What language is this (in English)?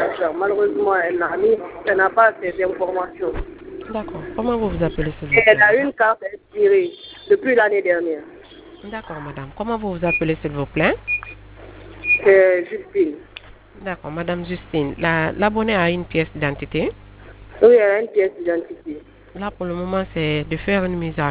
French